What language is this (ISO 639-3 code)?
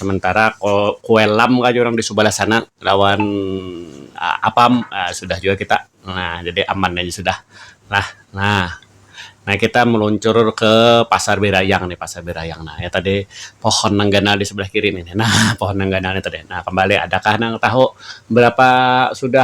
bjn